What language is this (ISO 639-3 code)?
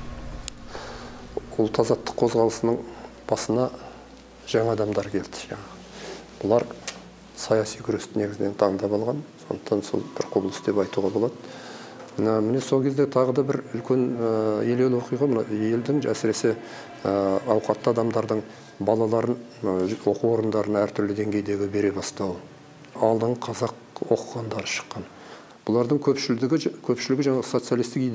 kaz